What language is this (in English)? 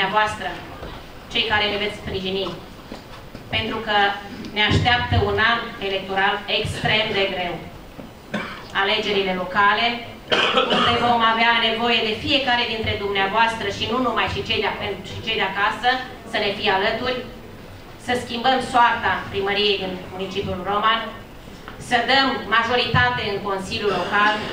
Romanian